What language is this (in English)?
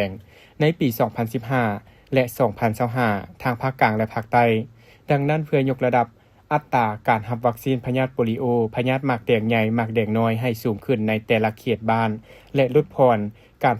Lao